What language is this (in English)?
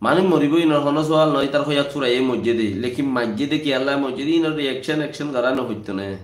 Rohingya